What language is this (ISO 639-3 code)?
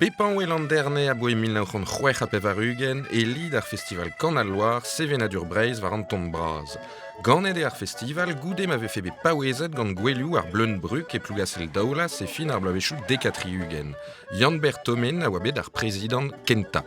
bre